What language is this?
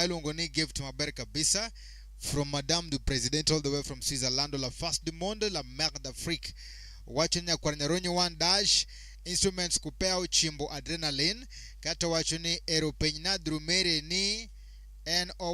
Luo (Kenya and Tanzania)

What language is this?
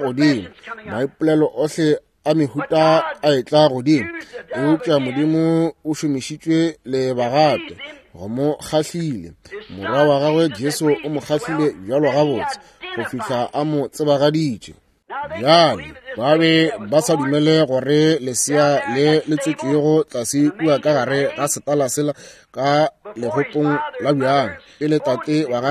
Northern Sotho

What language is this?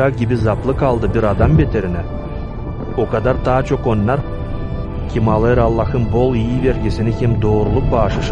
Gagauz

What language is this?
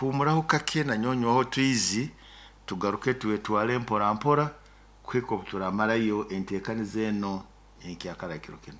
Nyoro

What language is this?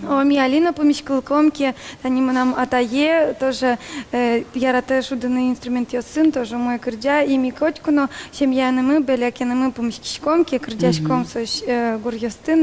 Udmurt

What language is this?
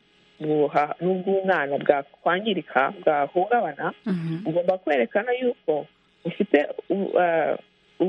Kinyarwanda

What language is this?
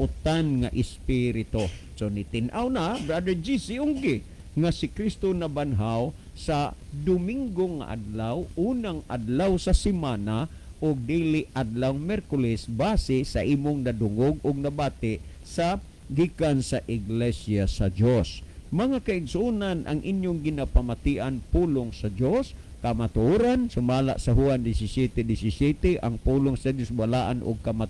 Cebuano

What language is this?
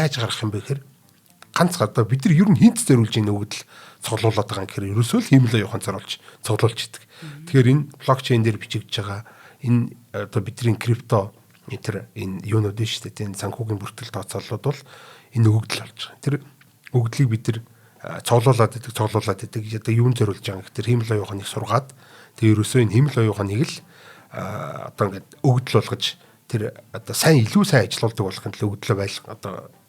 Mongolian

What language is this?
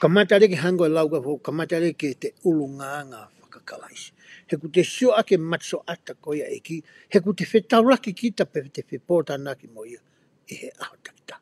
Tongan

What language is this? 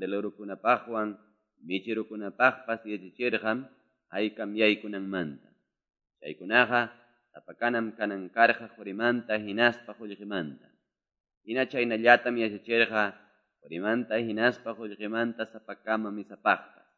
Quechua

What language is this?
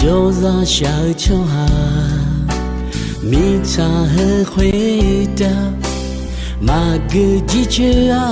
Akha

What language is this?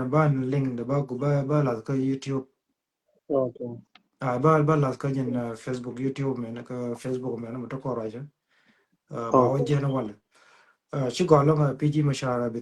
Nuer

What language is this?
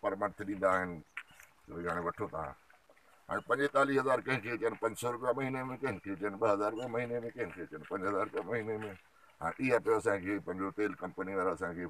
Sindhi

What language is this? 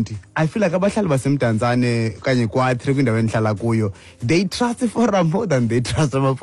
Xhosa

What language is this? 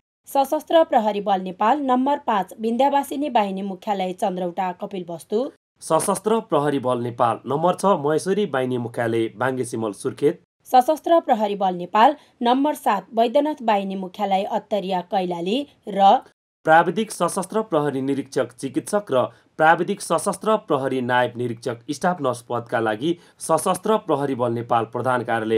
Nepali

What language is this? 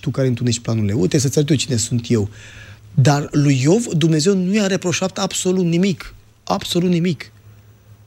Romanian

